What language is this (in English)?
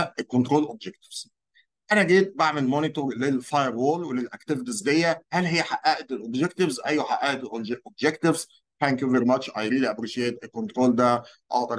Egyptian Arabic